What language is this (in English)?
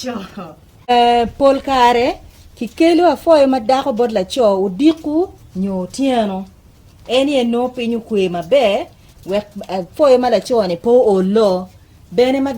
Acoli